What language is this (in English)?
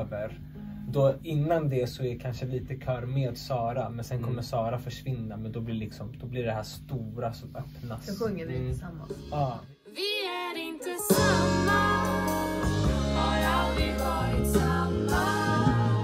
Swedish